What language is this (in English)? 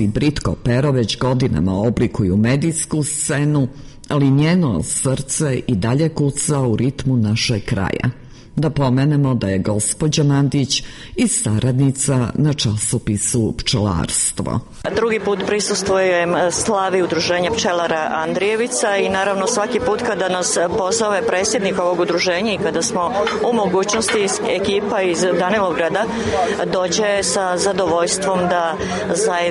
Serbian